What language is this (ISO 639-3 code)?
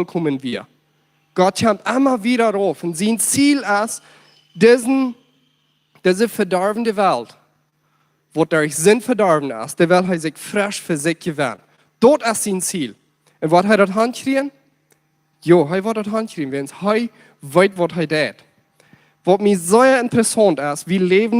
pdt